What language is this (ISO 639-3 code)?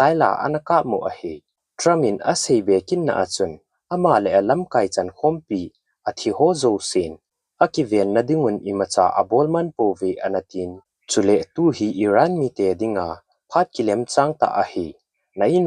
tcz